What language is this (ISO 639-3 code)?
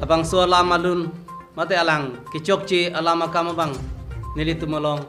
mjw